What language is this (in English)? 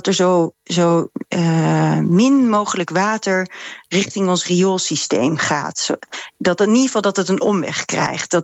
Dutch